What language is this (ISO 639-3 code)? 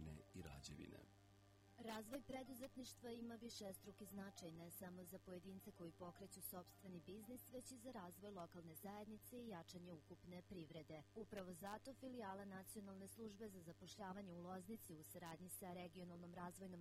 srp